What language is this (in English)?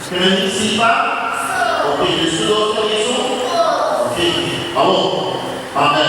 Papiamento